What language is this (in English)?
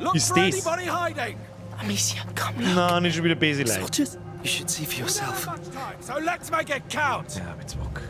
Bavarian